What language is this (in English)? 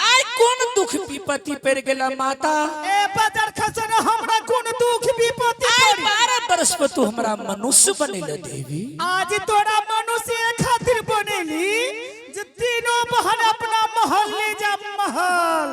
Angika